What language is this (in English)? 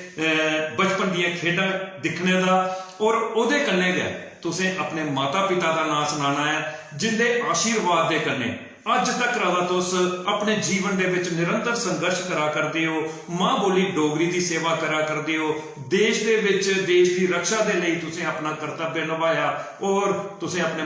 Dogri